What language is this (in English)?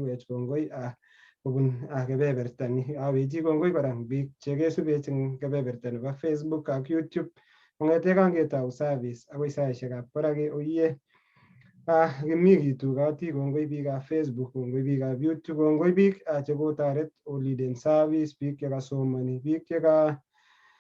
Kalenjin